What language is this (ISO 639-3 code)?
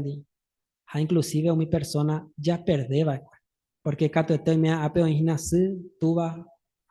grn